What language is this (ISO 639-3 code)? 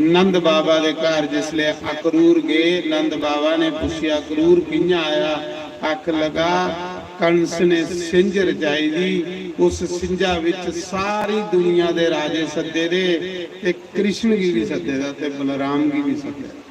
doi